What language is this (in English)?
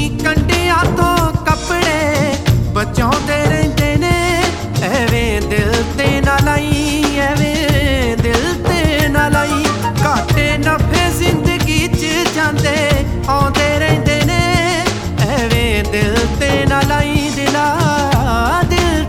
Punjabi